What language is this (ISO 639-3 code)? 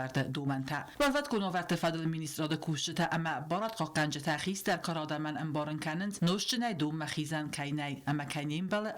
oss